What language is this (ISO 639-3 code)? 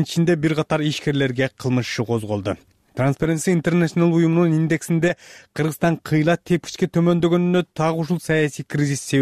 kir